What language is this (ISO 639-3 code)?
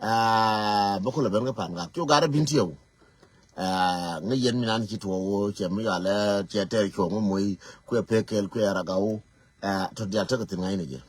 nus